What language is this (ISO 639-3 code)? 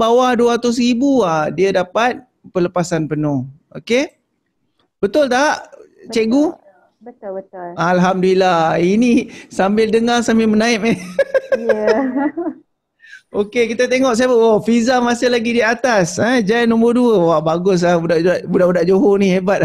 msa